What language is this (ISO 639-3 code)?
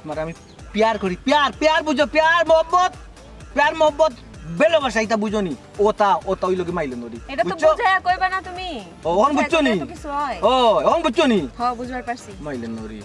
syl